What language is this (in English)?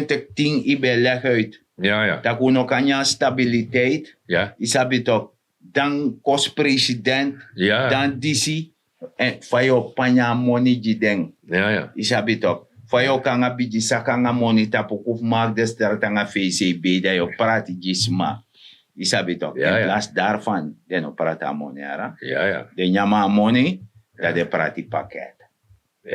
Sranan Tongo